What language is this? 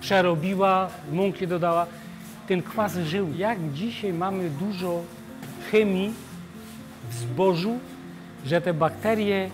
Silesian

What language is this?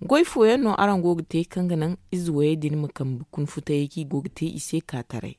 Zarma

